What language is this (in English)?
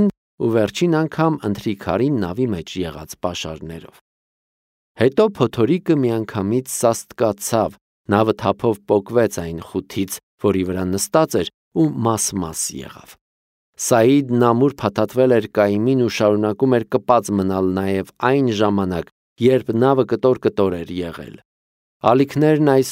Armenian